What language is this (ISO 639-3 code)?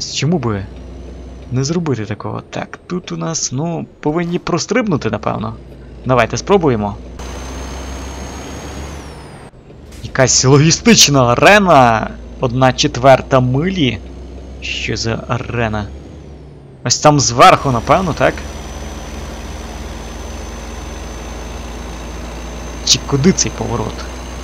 ukr